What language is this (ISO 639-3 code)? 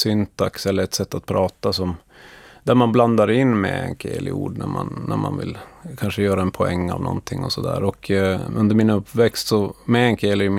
swe